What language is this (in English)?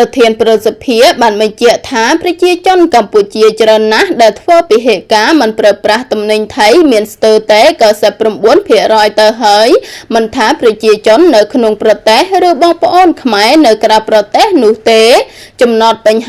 Khmer